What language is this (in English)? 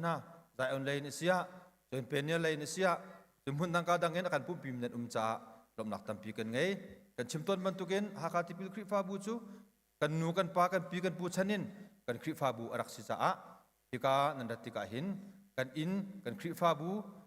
Hakha Chin